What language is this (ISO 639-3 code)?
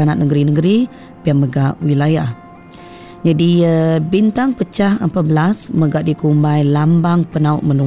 iba